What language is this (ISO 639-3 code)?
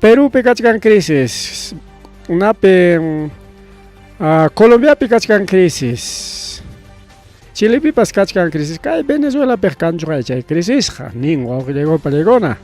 quy